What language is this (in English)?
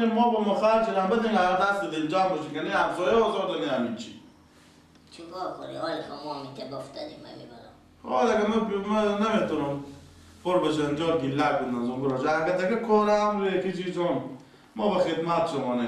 Persian